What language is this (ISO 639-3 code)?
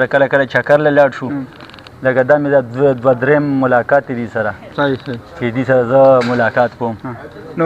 pus